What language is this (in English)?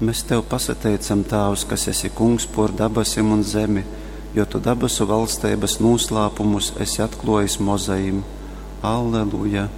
Latgalian